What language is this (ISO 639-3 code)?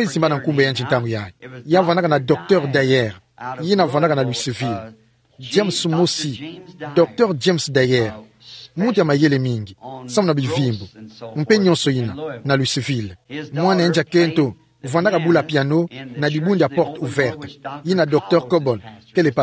ktu